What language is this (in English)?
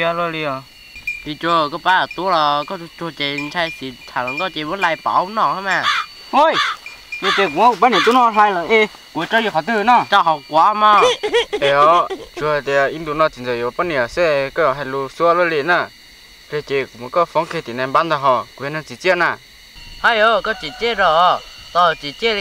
Vietnamese